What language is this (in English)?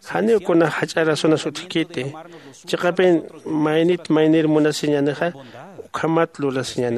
Aymara